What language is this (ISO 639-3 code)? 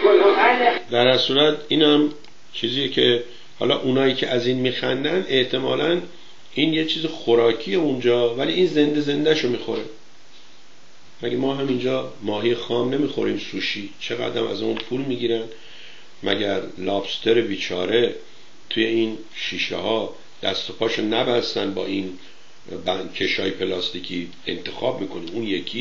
fas